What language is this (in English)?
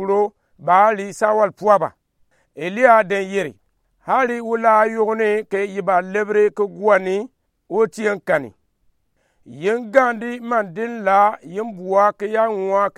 Gourmanchéma